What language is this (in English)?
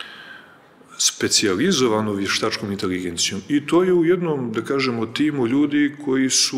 Serbian